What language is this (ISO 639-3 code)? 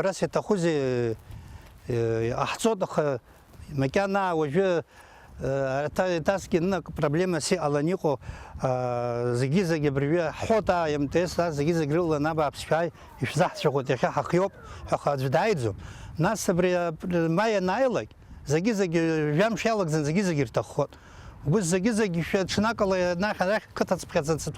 abk